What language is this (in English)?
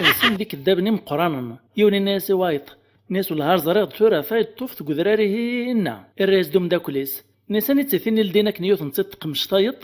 Kabyle